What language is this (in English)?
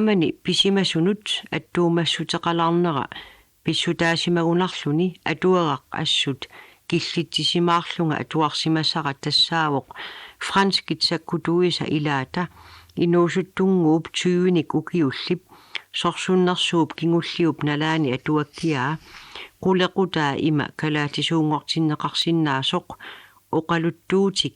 Kalaallisut